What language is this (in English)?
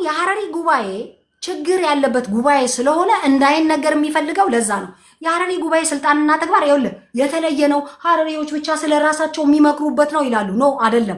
Amharic